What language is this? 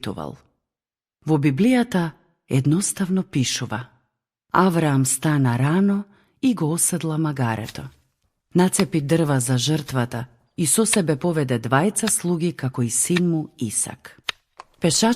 Macedonian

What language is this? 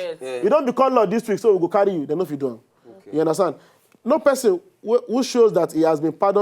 Nigerian Pidgin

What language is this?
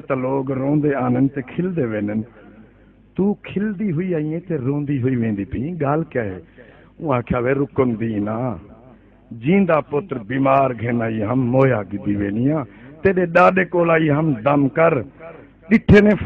Saraiki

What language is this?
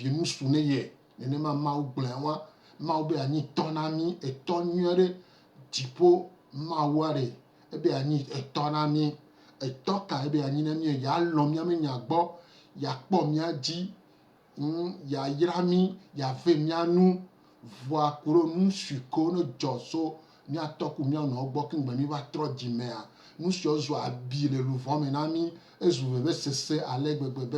Gen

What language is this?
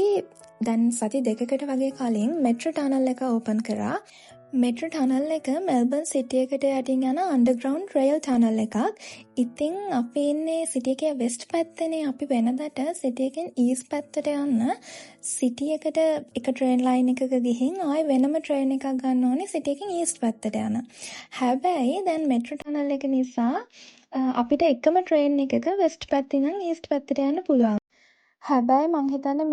Sinhala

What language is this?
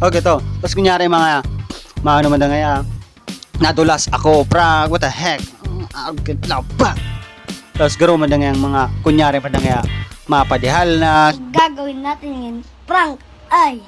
Bikol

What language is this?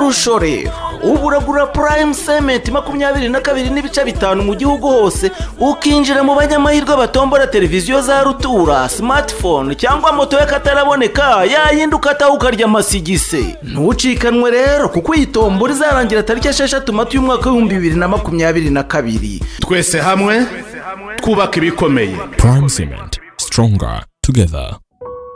Kinyarwanda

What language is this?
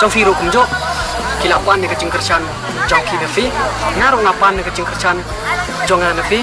Khasi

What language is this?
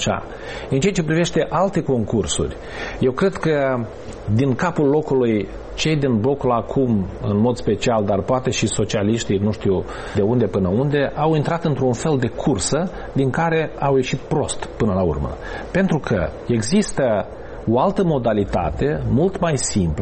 Romanian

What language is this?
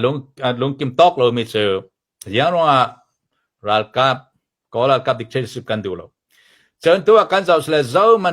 Falam Chin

